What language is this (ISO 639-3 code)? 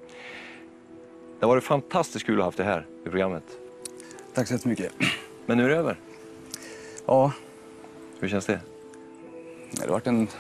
swe